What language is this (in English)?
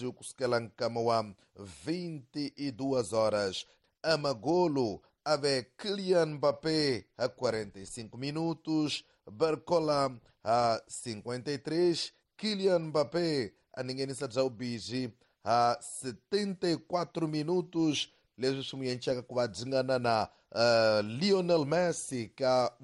Tsonga